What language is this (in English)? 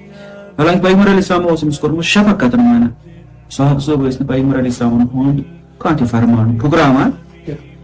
Kashmiri